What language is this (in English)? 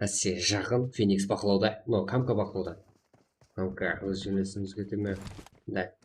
Kara-Kalpak